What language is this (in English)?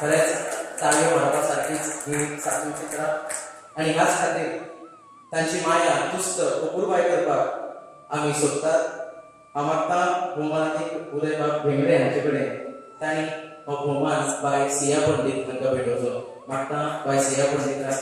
Konkani